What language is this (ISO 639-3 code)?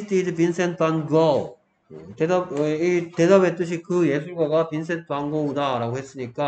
kor